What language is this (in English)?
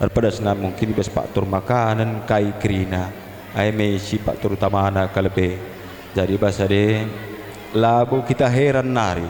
Batak Karo